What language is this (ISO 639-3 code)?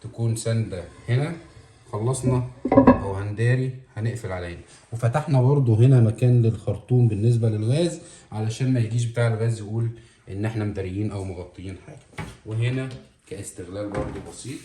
arz